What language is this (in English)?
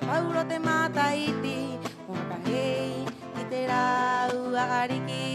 Rapanui